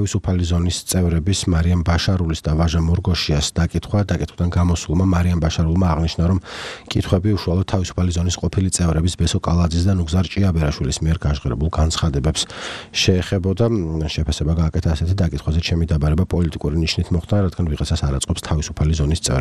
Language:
Georgian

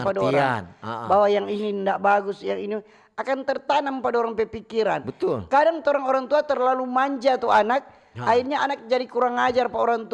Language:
Manado Malay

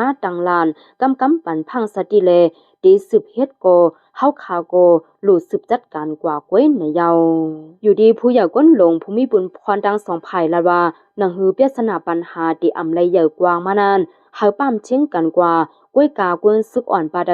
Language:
Shan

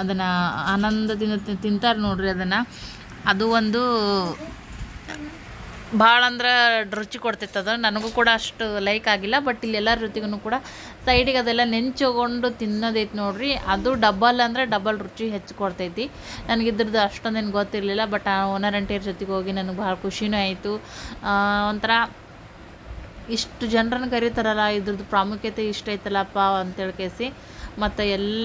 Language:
Kannada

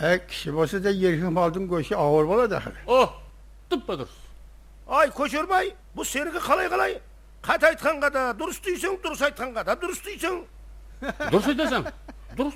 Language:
Kara-Kalpak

